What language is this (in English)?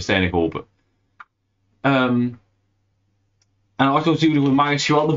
Dutch